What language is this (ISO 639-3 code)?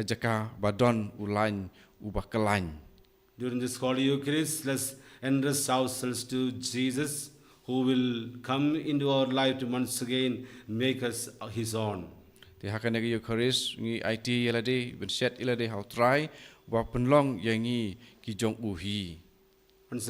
kha